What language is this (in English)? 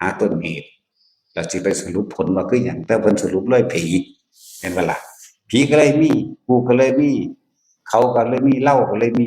Northeastern Thai